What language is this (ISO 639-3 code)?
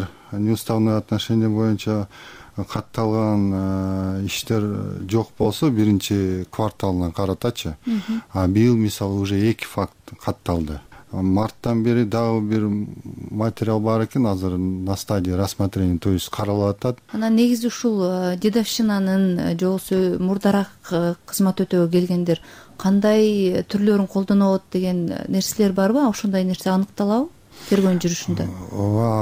kir